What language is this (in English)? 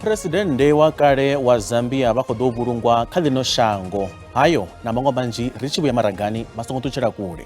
Venda